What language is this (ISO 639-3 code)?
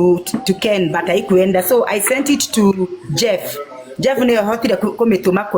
kik